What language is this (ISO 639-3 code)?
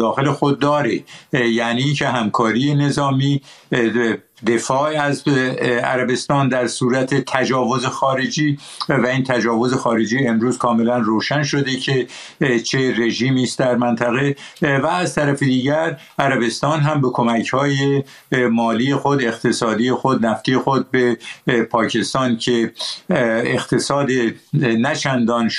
fas